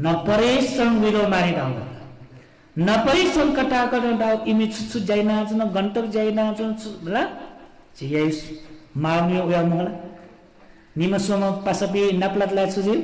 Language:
Newari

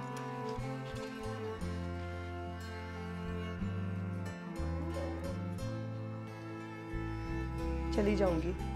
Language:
Punjabi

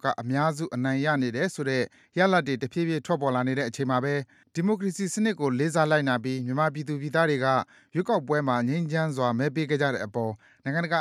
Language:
Burmese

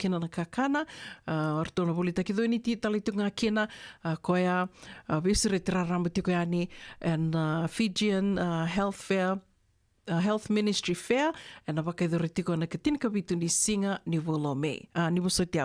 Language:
Fijian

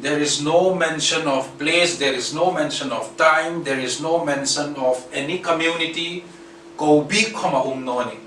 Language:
Hmar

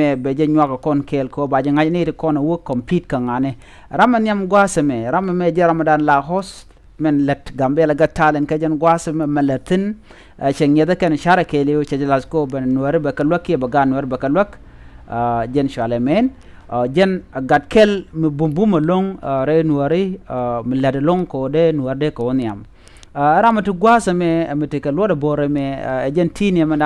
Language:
Nuer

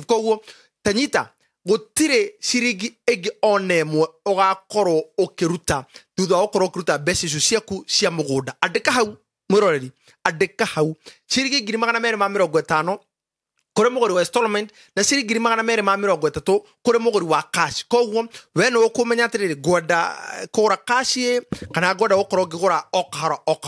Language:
Kikuyu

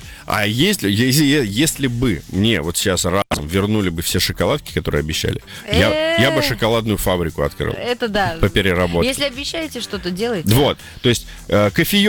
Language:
Russian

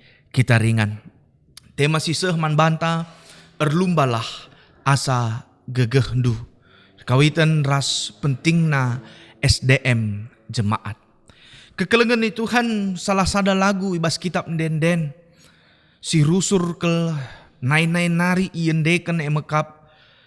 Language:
Batak Karo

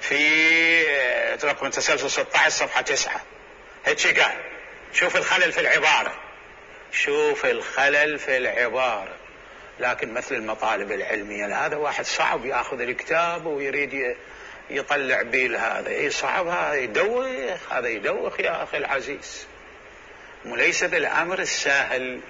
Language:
Mesopotamian Arabic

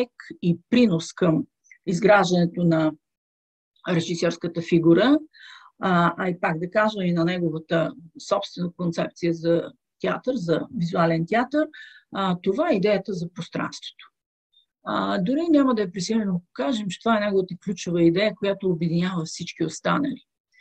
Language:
Bulgarian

